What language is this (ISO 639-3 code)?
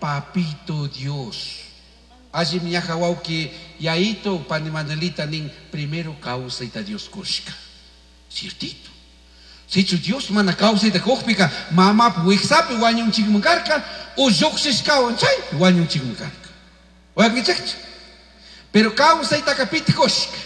qug